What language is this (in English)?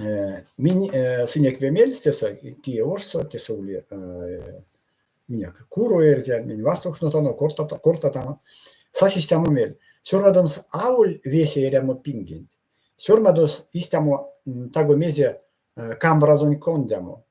Erzya